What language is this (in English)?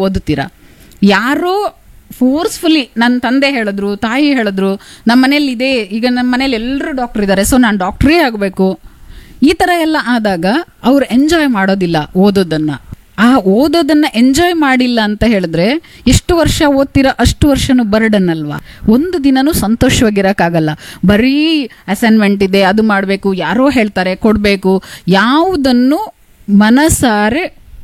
Kannada